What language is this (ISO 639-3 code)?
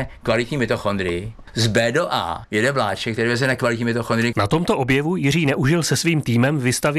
ces